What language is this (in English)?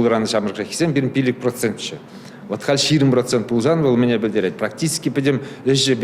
Chuvash